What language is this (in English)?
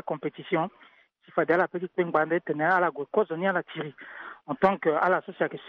Sango